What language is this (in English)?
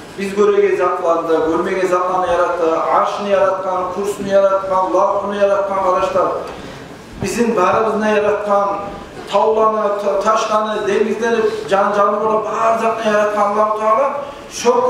Kumyk